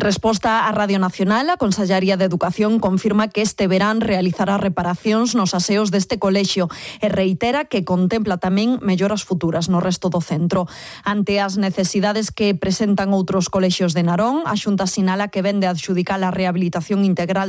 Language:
Galician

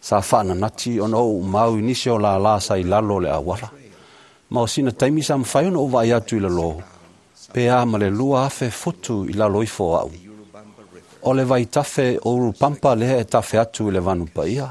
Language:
Samoan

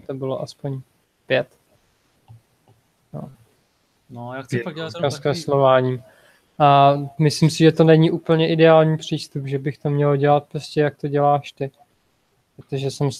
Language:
Czech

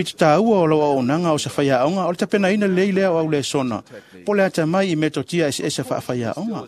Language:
Samoan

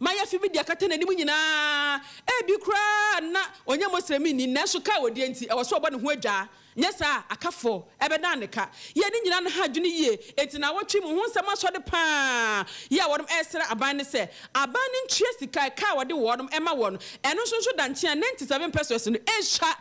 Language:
Akan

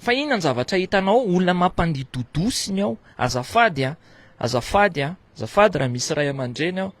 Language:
Malagasy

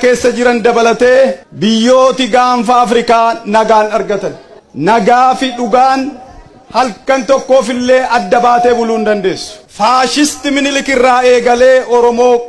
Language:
Oromo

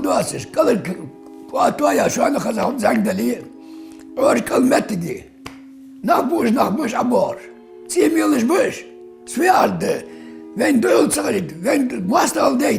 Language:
Ingush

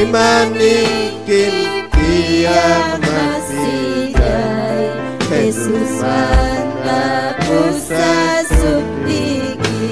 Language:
Ayacucho Quechua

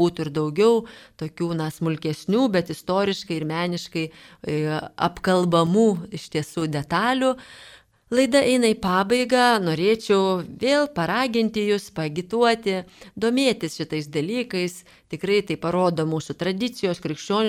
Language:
Lithuanian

